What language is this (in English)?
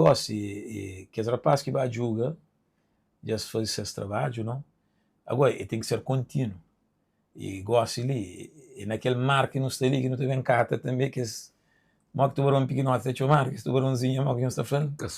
Kabuverdianu